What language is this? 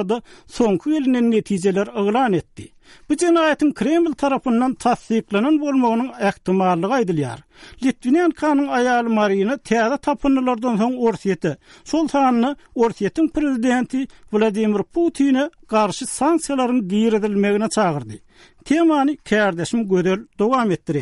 Turkmen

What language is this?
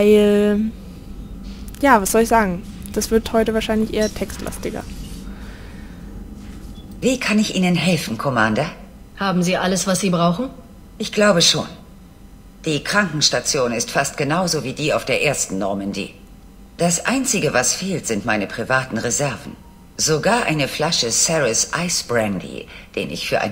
German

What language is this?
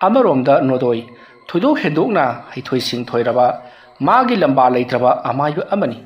Manipuri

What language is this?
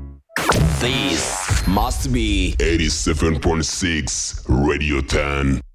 Kinyarwanda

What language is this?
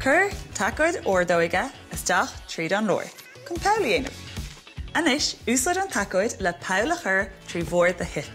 Irish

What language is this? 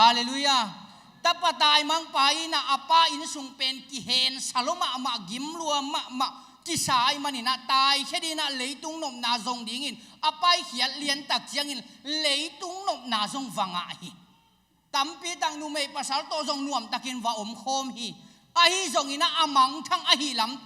Tedim Chin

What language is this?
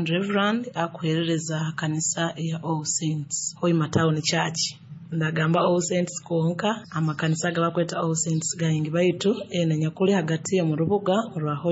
Nyoro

